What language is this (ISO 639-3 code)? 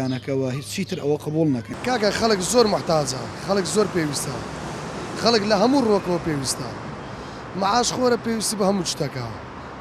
ckb